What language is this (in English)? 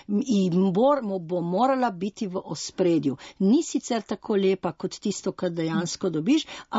Slovenian